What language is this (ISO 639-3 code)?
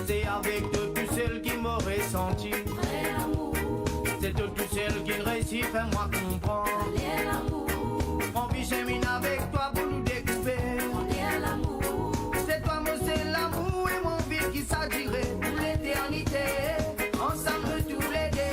mfe